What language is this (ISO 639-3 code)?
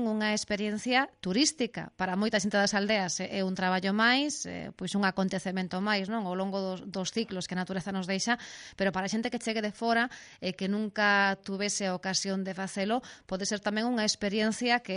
glg